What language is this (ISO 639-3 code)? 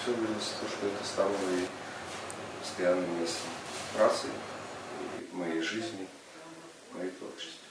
bel